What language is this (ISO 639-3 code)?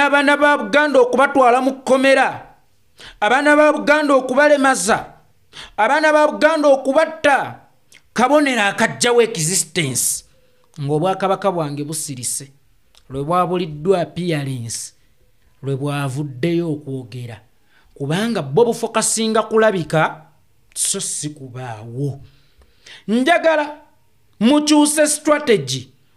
lug